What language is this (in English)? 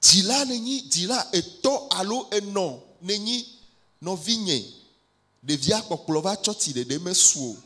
Ewe